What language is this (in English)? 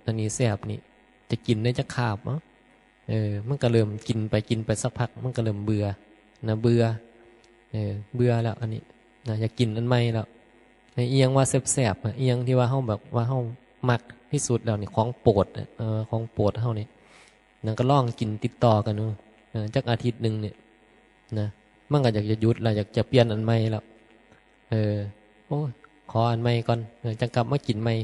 Northeastern Thai